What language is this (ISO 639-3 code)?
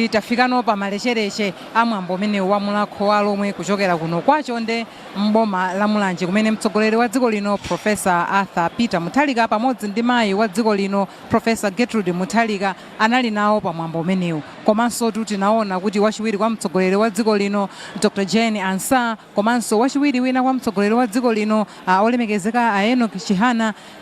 nya